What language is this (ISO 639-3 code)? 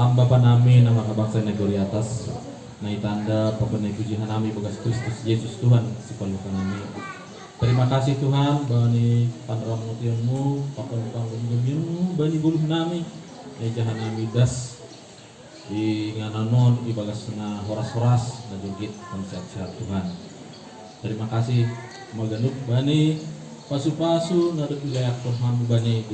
bts